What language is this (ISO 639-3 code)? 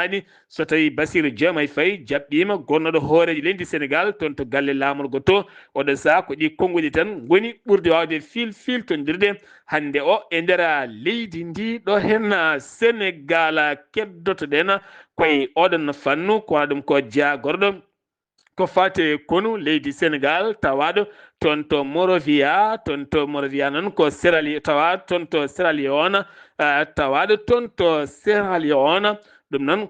ful